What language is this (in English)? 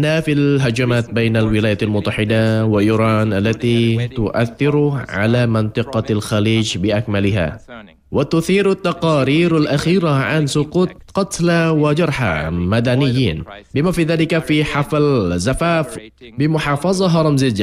Arabic